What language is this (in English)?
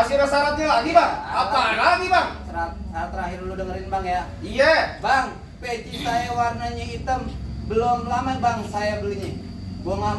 Betawi